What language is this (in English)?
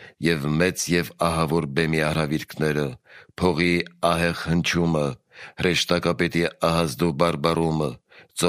Armenian